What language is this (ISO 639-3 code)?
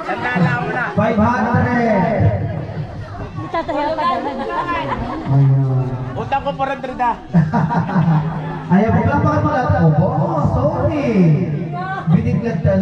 fil